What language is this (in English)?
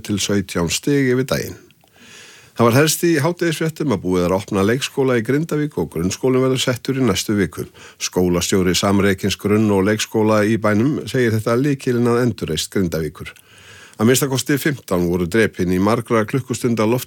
Icelandic